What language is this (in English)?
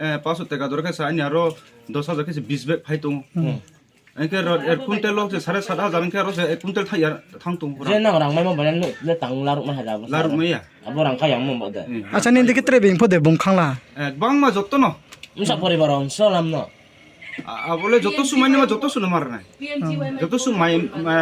Riang (India)